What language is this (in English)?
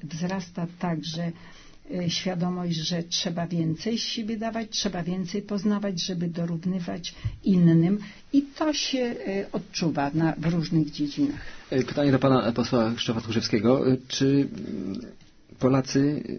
Polish